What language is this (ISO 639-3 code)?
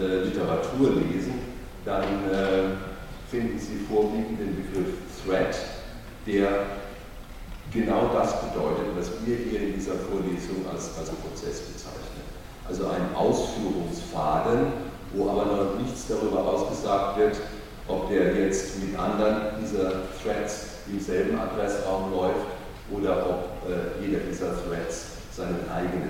deu